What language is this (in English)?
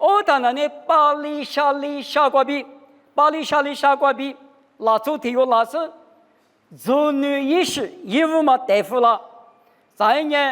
Lisu